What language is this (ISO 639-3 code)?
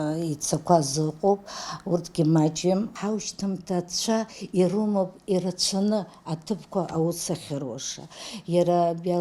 abk